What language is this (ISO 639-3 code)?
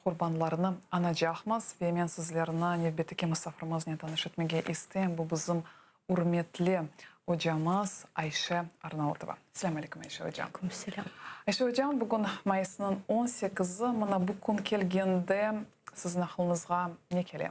crh